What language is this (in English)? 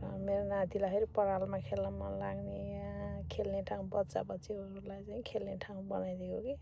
Nepali